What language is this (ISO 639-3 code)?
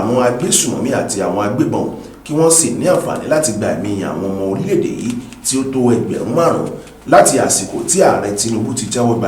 yor